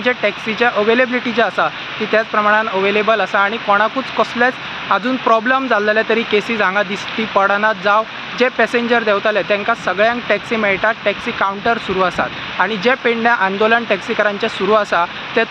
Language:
Konkani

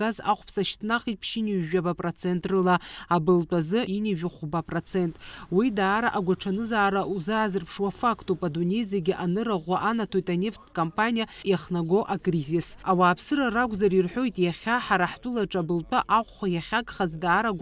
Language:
Abkhazian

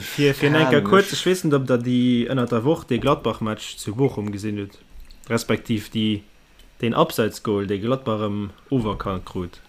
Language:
Luxembourgish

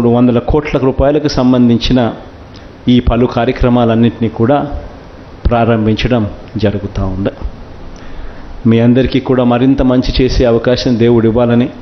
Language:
Telugu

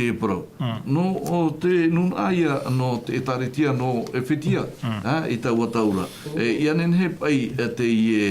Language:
Tahitian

